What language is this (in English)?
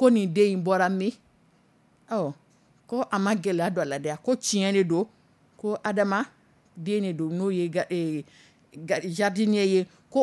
Dyula